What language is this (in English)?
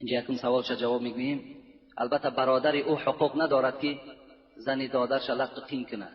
Tajik